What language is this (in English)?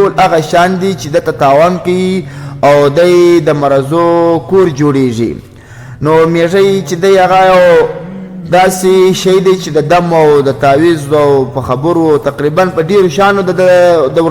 Pashto